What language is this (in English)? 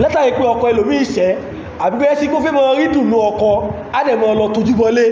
Yoruba